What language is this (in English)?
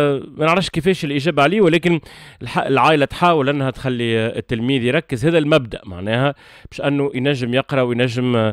Tunisian Arabic